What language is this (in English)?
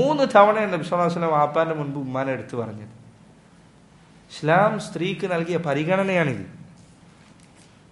Malayalam